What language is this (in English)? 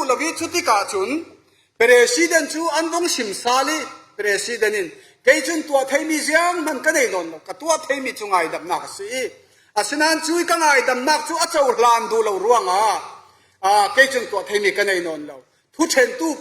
Falam Chin